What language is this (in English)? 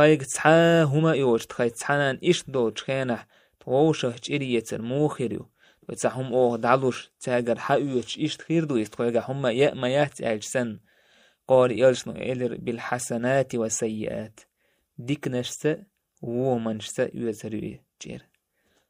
Chechen